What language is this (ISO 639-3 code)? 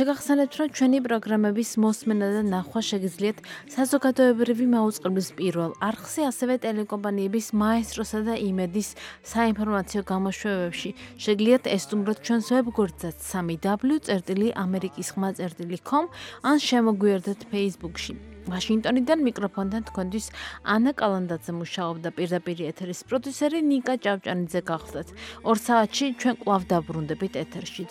kat